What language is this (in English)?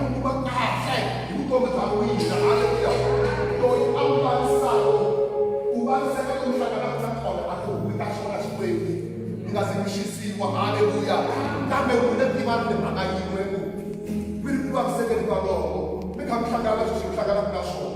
Tsonga